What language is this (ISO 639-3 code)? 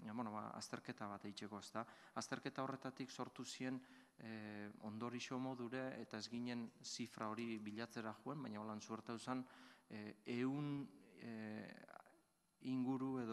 eus